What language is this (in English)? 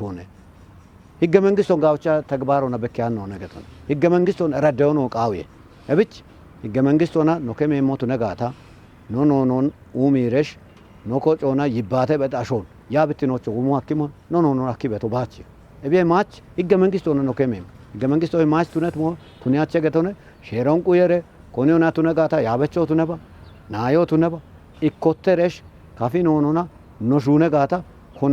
Kafa